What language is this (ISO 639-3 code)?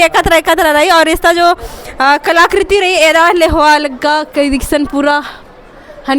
kru